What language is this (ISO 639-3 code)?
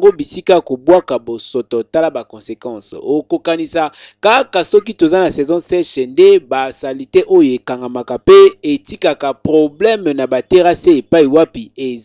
lin